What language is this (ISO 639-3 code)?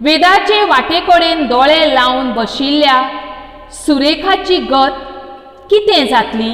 kok